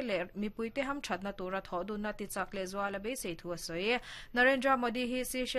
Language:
Mizo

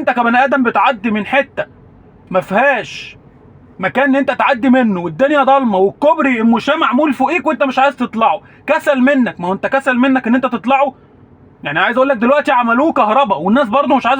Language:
Egyptian Arabic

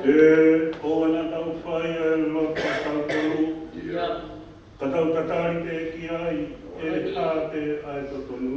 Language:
Tongan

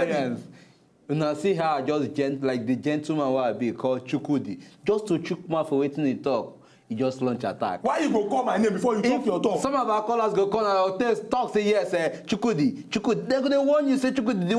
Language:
Nigerian Pidgin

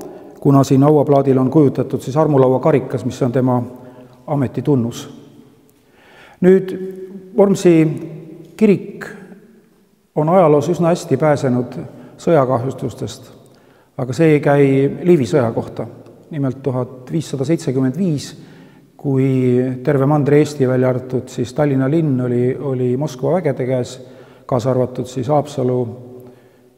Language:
Estonian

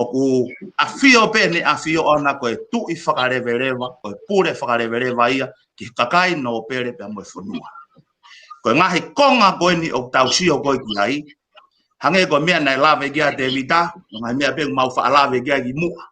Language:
Tongan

